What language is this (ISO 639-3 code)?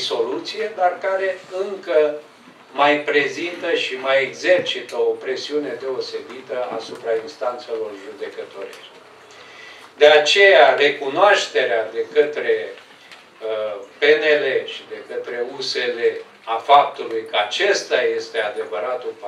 ron